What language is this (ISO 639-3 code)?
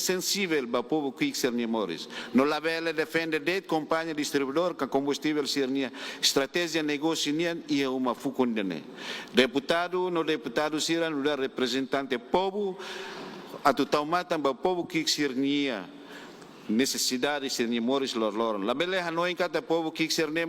tet